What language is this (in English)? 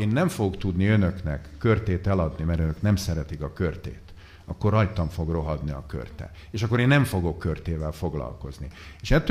Hungarian